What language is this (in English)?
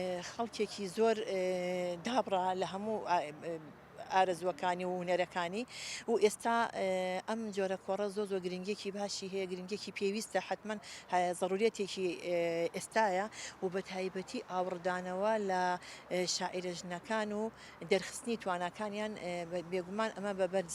Central Kurdish